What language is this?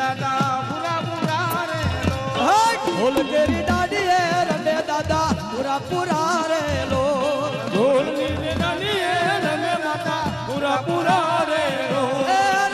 Gujarati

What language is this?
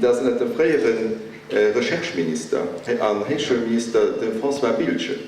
Luxembourgish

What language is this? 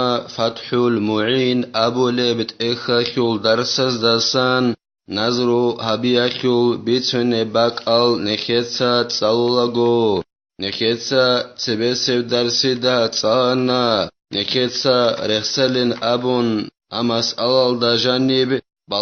Avaric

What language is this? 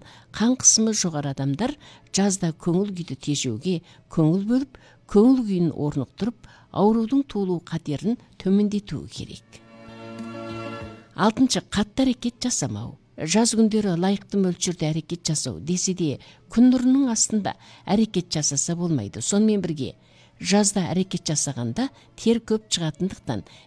Kazakh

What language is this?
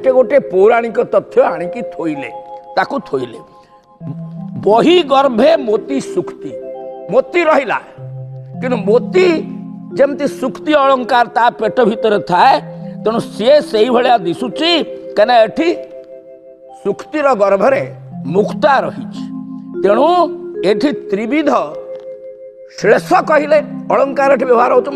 Odia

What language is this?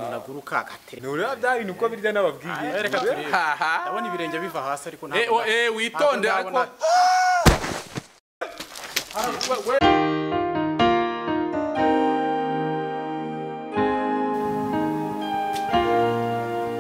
Kinyarwanda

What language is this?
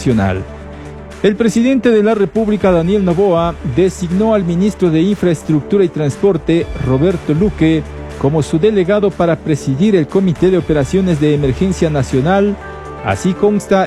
Spanish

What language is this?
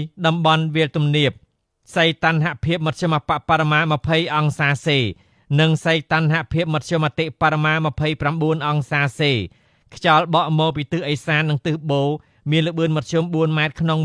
Khmer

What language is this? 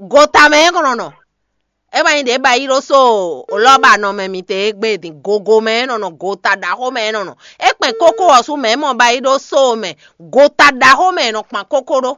Fon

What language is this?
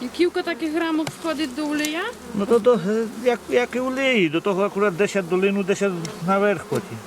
Rusyn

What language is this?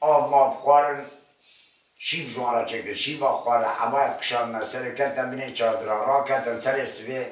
Kurdish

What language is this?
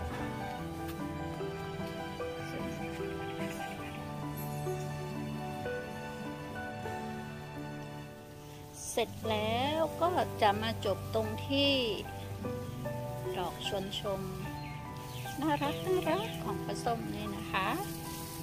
Thai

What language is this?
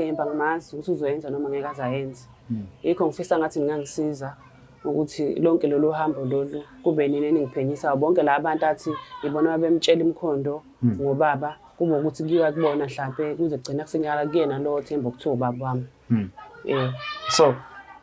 Zulu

